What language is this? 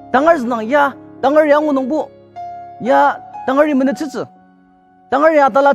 Ao Naga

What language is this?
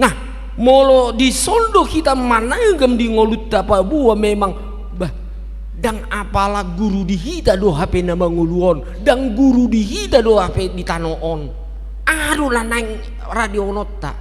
Batak Toba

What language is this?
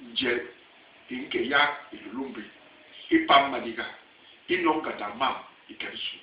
Basaa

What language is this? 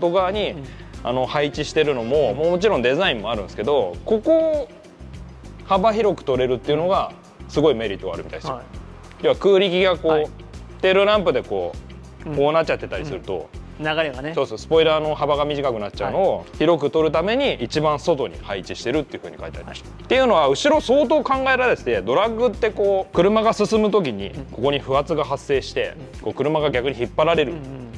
Japanese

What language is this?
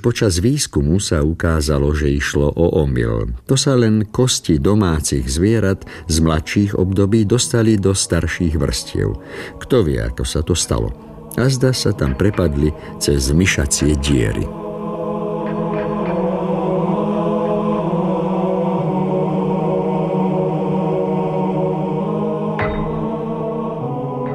Slovak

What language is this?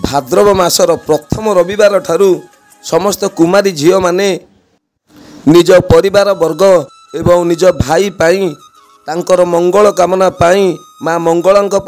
Odia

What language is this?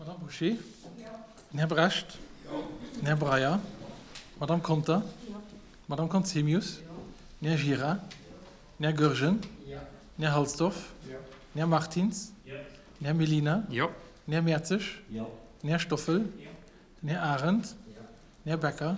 Luxembourgish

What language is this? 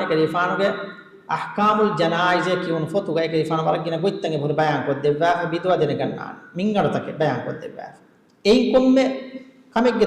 Divehi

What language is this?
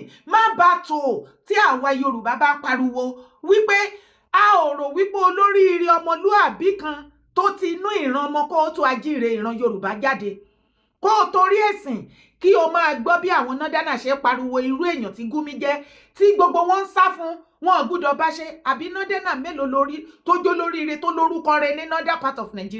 Yoruba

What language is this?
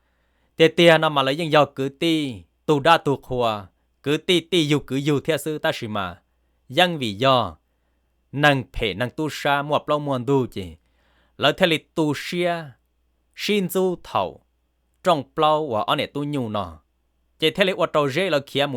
Hmong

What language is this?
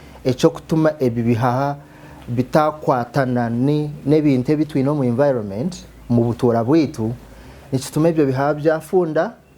Nyankole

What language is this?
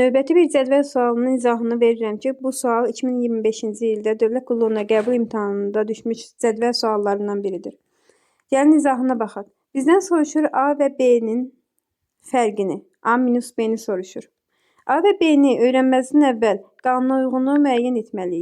Azerbaijani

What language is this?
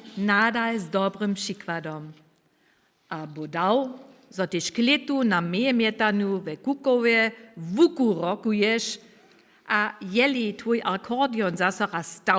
Upper Sorbian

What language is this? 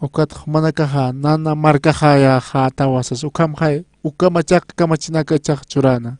Aymara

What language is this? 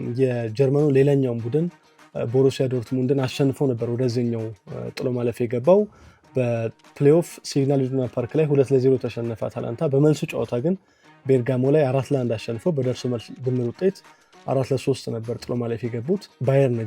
Amharic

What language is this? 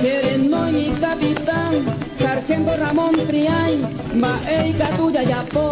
Guarani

